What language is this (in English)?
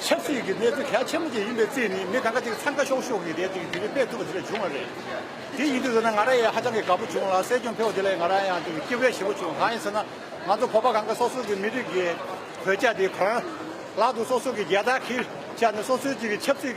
Tibetan